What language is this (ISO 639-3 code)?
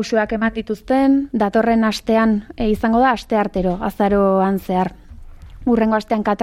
eus